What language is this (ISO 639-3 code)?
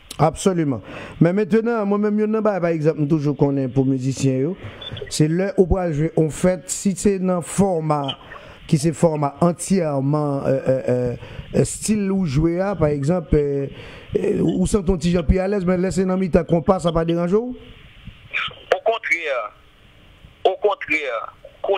fra